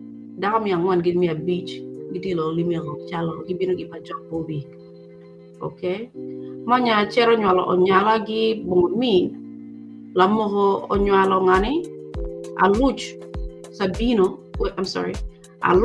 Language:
Acoli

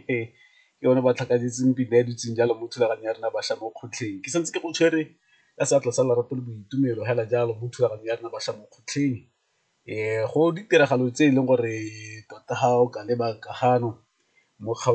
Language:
Tswana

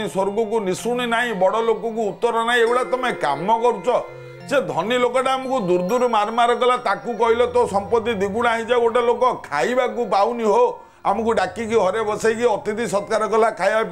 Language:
Odia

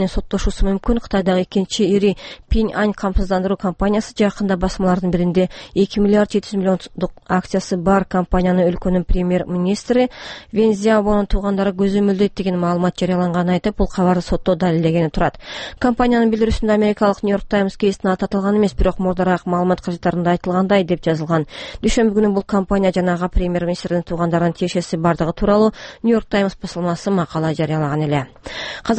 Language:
Kyrgyz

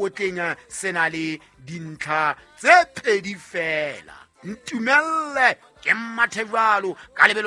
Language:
Southern Sotho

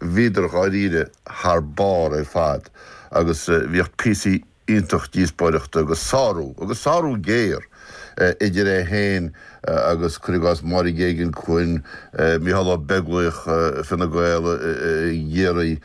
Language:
Irish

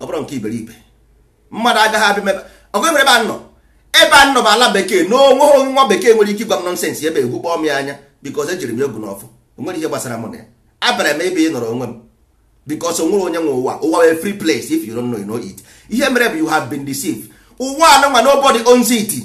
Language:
Igbo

